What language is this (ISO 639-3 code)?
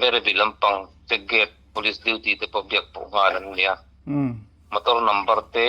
lus